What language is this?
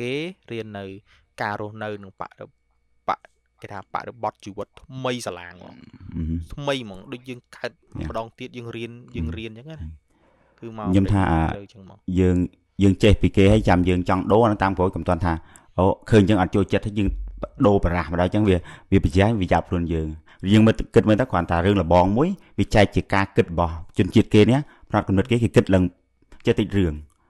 Khmer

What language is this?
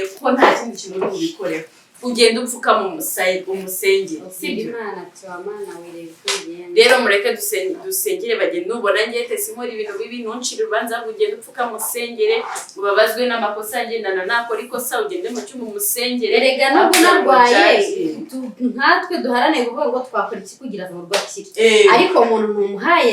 Kinyarwanda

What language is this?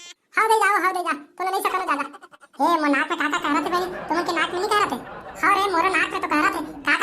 Chhattisgarhi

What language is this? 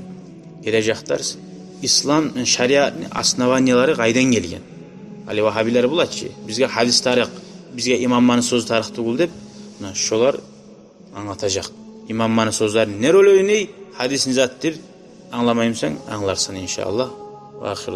Kumyk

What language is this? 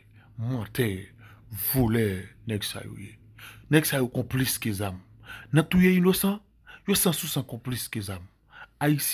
Haitian Creole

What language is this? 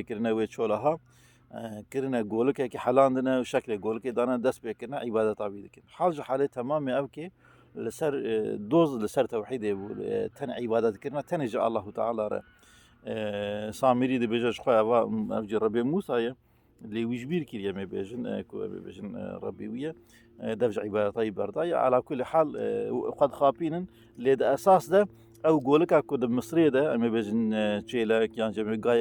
Kurdish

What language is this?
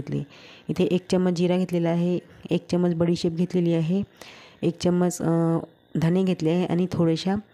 Marathi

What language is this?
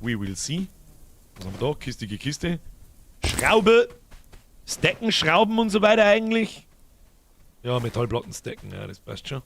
Bavarian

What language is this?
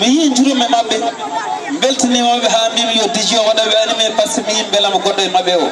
Fula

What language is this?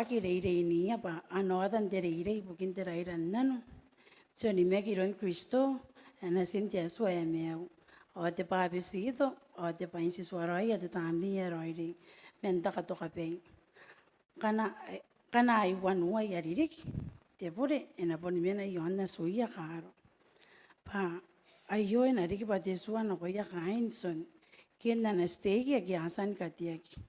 Gilbertese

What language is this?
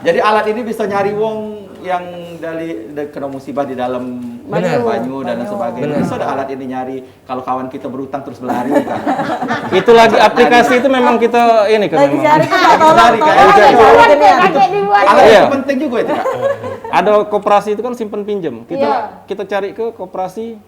Musi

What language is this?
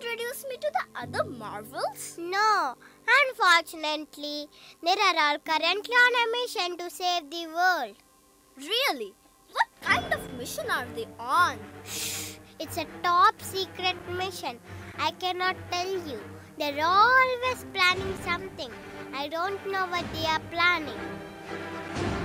English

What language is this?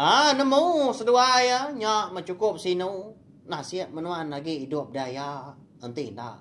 Iban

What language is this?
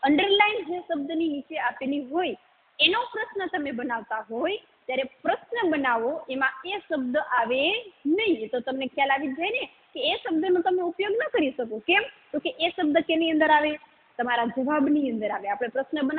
Gujarati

